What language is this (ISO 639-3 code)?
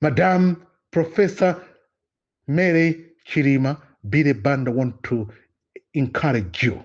nya